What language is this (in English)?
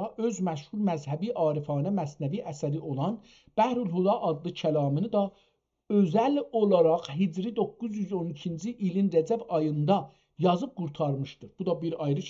South Azerbaijani